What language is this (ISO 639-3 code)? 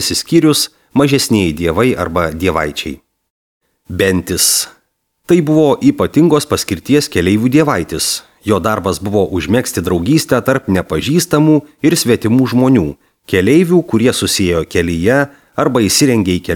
lit